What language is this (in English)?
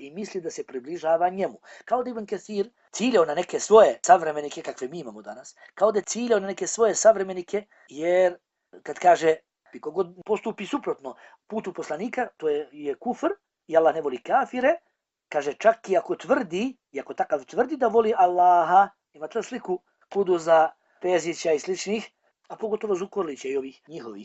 Bosnian